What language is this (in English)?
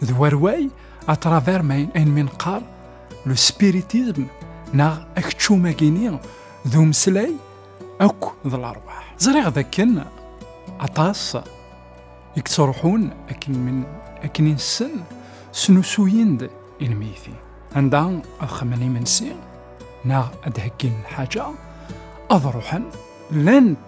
Kabyle